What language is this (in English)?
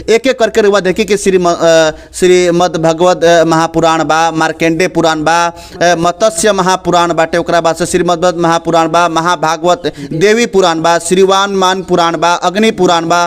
Bhojpuri